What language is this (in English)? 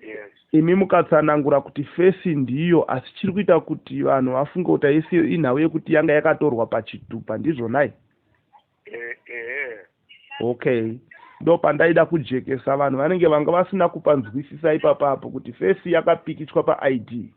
Shona